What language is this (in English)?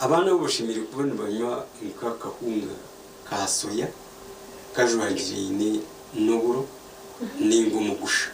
Nyankole